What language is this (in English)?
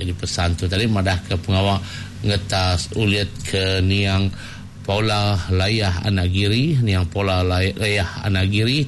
Iban